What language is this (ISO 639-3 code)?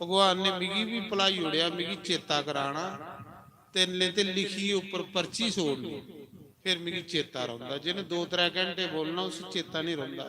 doi